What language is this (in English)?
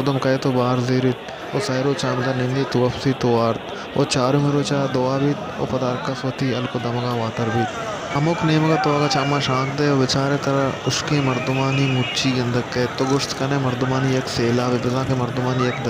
Baluchi